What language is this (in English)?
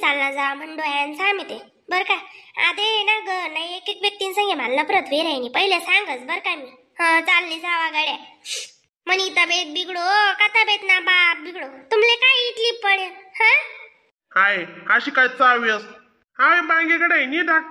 Khandesi